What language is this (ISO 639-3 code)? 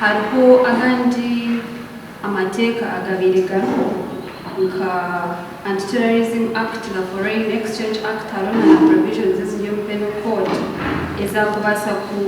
nyn